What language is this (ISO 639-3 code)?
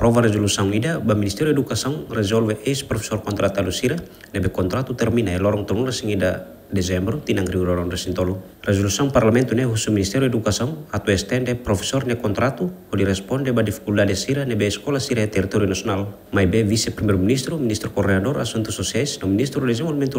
tet